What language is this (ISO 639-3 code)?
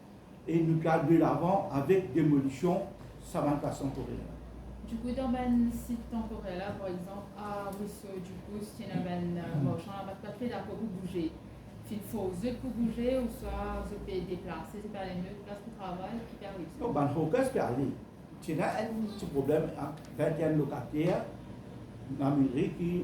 mfe